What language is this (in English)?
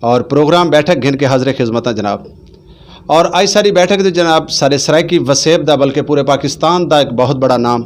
Saraiki